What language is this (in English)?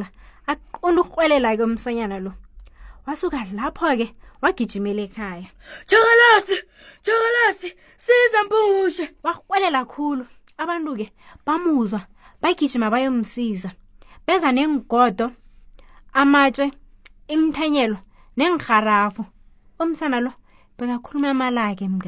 South Ndebele